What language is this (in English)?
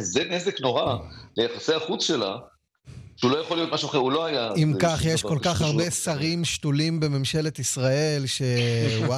Hebrew